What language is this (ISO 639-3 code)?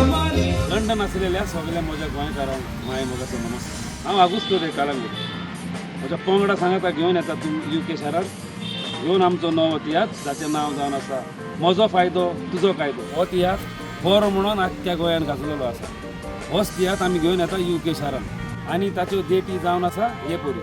kok